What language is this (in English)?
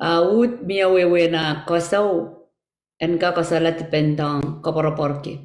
Pohnpeian